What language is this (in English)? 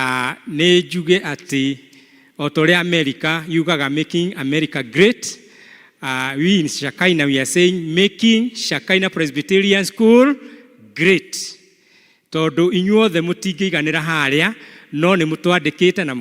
Kikuyu